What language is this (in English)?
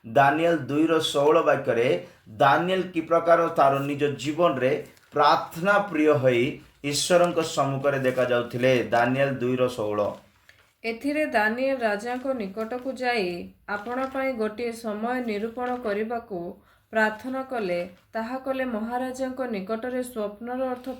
Odia